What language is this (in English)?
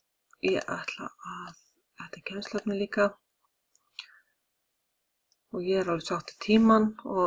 Icelandic